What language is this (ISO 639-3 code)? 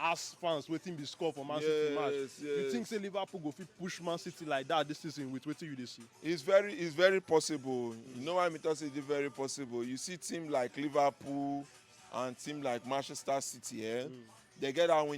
pcm